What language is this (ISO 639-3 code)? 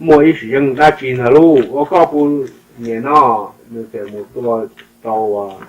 hmn